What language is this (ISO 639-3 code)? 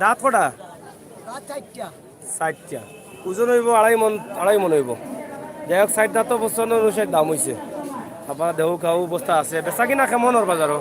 syl